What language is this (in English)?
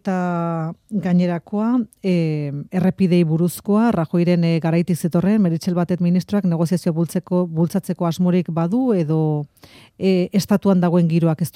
Basque